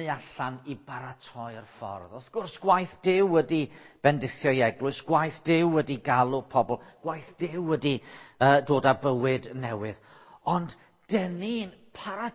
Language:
Welsh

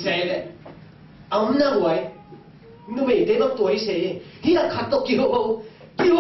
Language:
Tedim Chin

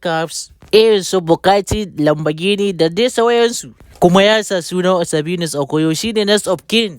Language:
Hausa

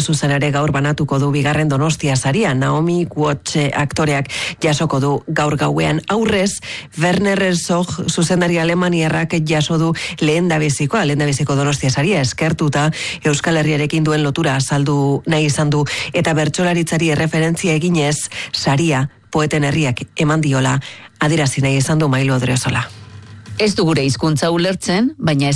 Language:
Basque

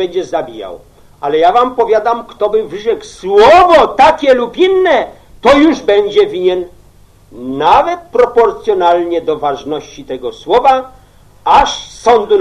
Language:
Polish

